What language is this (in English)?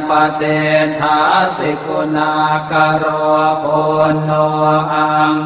Pali